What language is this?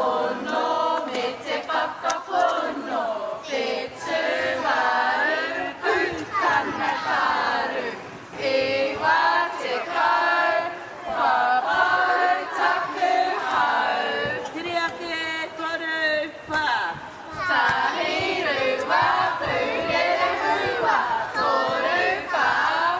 Māori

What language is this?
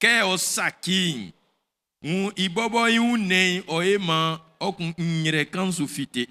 Baoulé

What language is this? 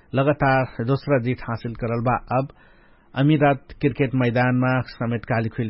Dangaura Tharu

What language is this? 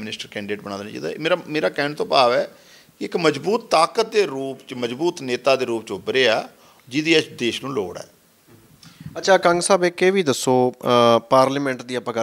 Punjabi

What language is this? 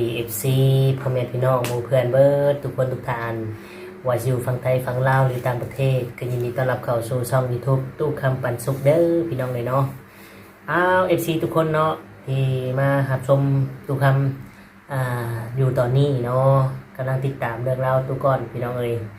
Lao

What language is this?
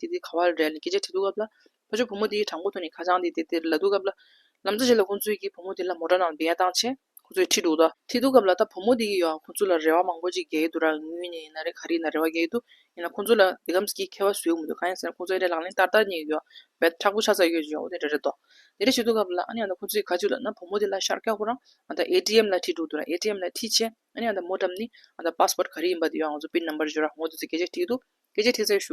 Tibetan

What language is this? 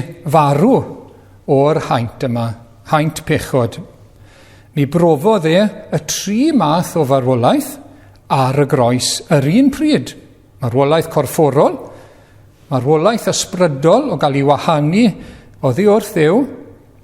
Welsh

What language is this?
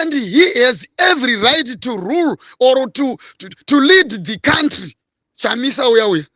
Shona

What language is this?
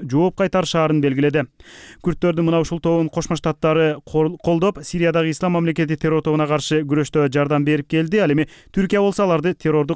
Kyrgyz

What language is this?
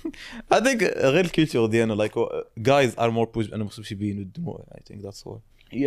Moroccan Arabic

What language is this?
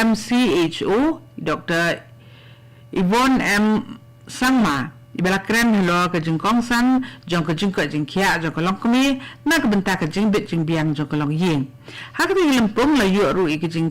Khasi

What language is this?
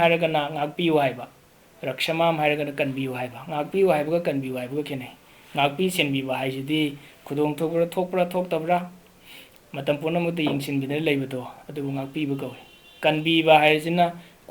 Manipuri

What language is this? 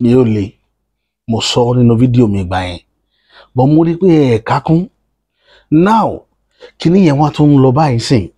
Yoruba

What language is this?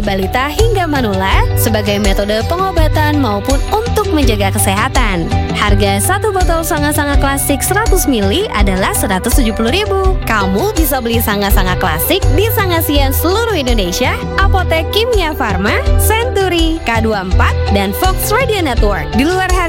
Indonesian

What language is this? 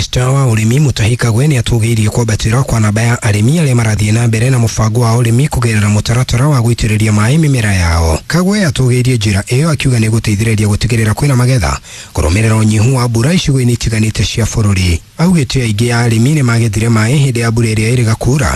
Kikuyu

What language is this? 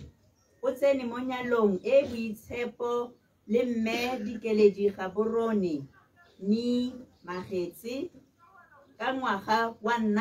Tswana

